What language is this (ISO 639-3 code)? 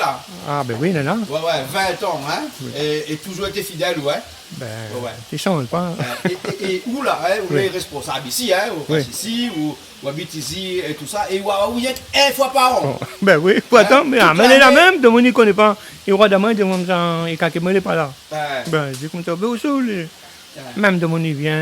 rcf